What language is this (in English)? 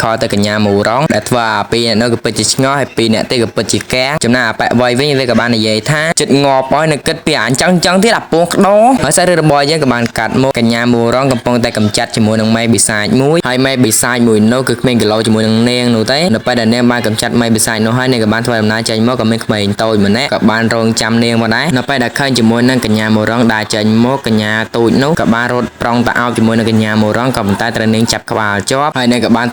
Khmer